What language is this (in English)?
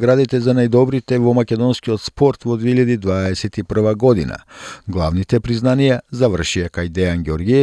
Macedonian